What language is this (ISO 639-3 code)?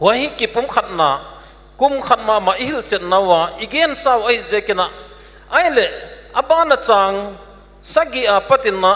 pck